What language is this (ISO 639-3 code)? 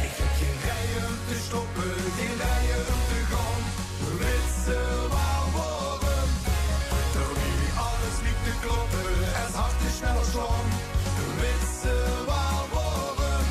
lim